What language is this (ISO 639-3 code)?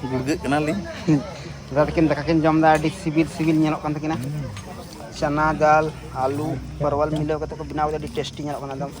sat